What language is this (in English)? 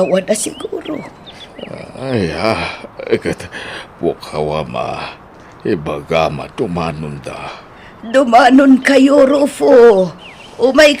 Iloko